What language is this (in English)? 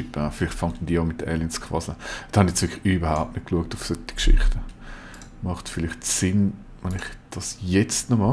Swiss German